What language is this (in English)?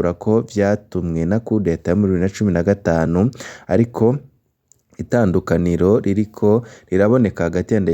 Rundi